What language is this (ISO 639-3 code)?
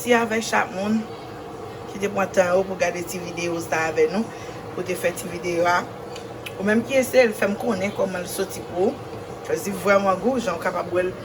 hat